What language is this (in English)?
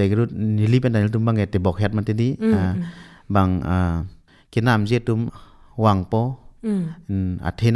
Karbi